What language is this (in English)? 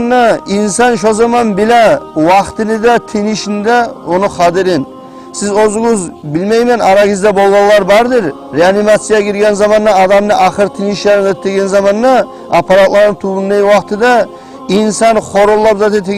Kumyk